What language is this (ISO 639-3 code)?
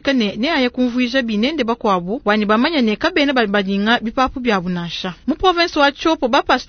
lua